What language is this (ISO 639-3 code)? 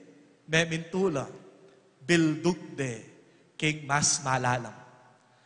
pam